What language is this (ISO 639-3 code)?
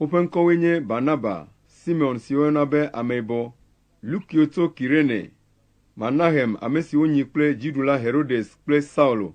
ewe